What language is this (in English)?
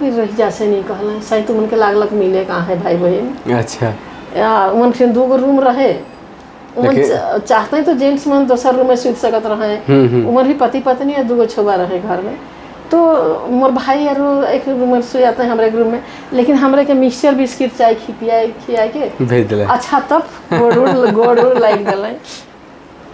Sadri